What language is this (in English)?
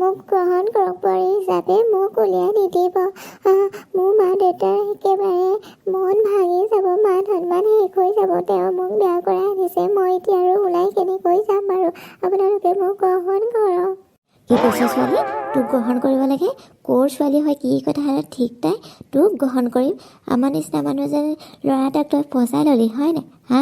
Assamese